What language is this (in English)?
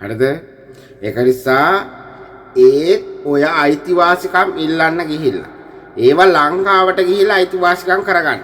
Sinhala